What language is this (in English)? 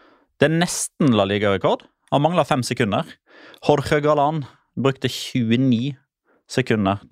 Norwegian